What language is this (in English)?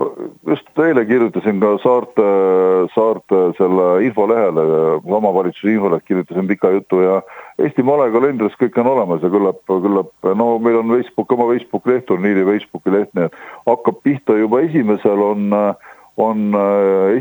Estonian